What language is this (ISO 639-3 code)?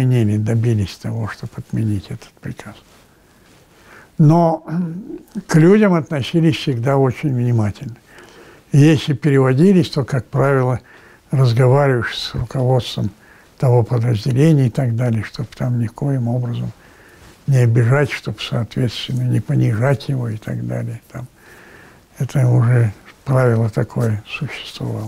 rus